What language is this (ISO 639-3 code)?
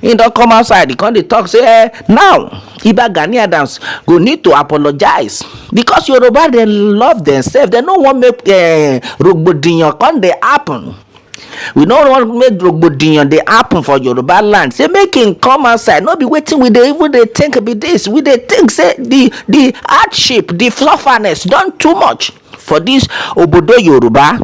pcm